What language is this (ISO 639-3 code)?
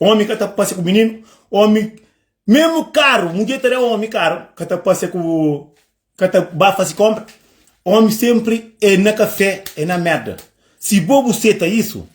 kea